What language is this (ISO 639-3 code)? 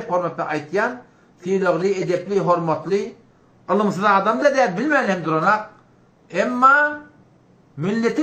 tuk